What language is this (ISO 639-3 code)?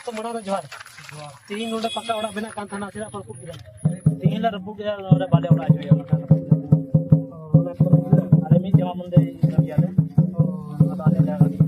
sat